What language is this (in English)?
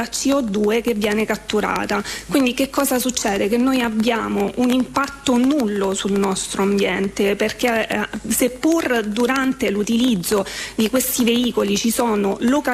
Italian